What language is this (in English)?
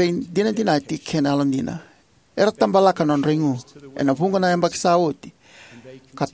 Fijian